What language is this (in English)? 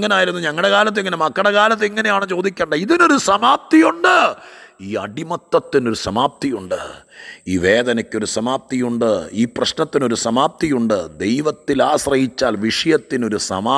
Malayalam